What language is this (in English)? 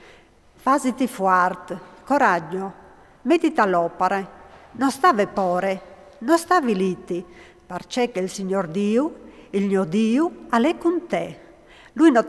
Friulian